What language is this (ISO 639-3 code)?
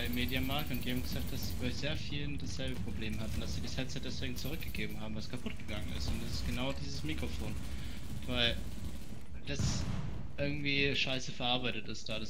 gsw